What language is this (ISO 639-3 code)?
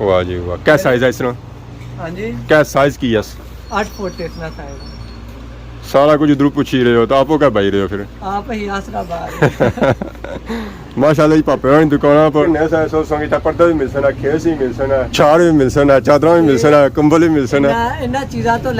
phr